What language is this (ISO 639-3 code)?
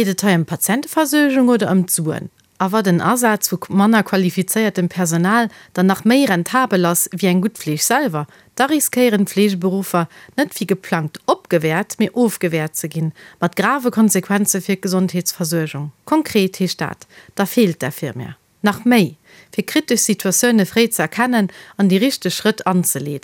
ltz